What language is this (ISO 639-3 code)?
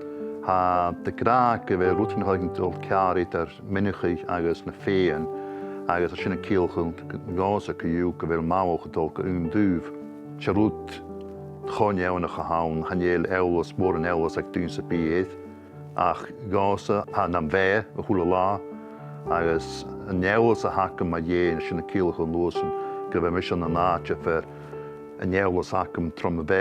gla